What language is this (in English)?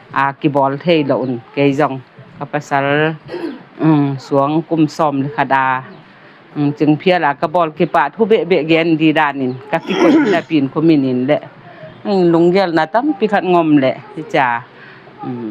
Tedim Chin